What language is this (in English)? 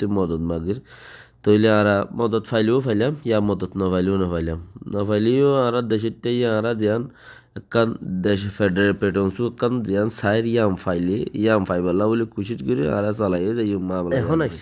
Rohingya